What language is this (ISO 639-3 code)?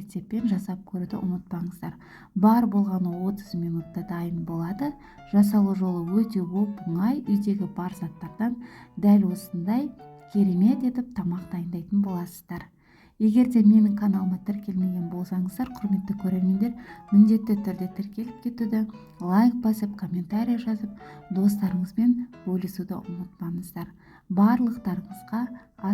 kaz